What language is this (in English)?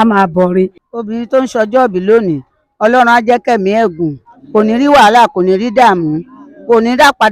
Yoruba